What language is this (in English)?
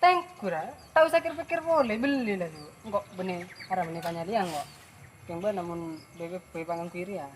Madurese